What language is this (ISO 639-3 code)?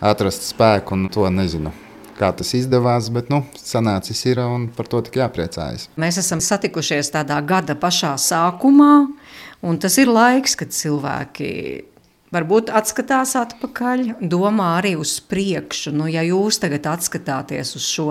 lav